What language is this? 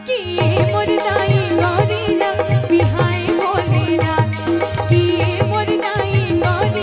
Chhattisgarhi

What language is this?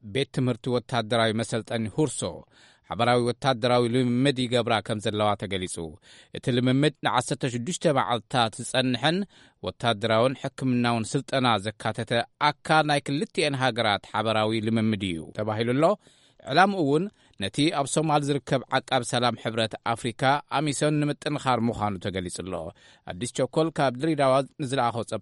Tigrinya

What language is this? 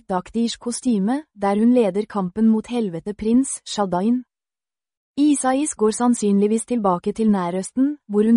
Norwegian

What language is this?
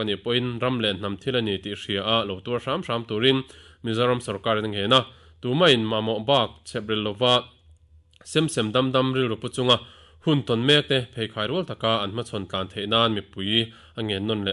Mizo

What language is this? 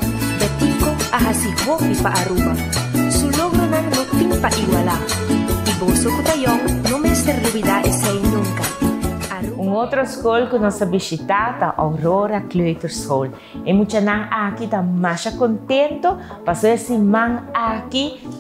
Papiamento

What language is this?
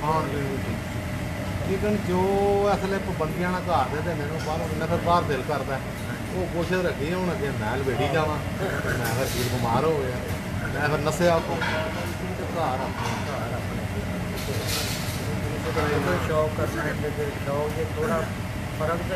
Punjabi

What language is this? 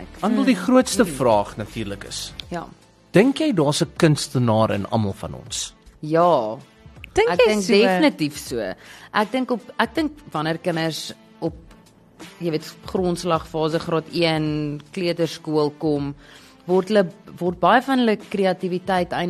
Afrikaans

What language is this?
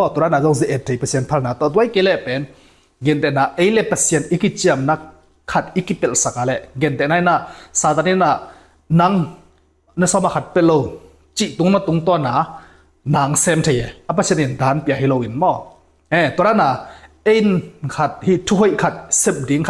Tedim Chin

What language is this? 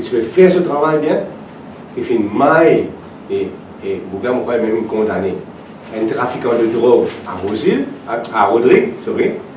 Morisyen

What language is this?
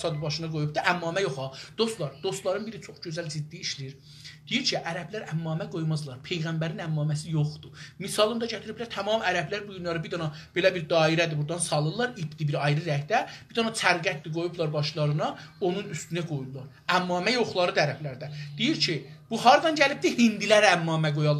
South Azerbaijani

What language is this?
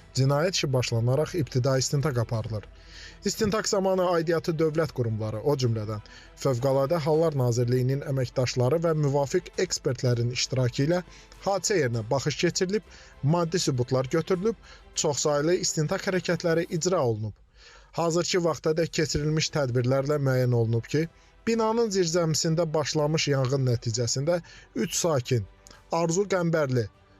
Azerbaijani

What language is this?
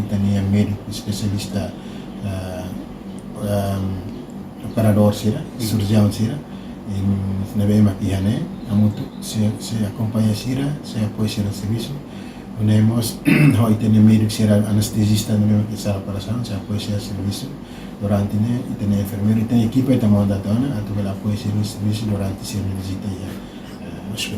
Tetum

